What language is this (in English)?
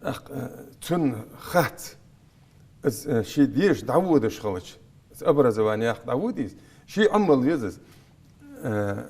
Ingush